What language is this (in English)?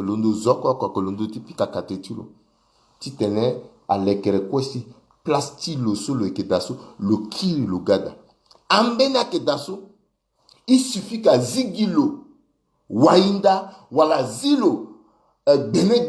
Sango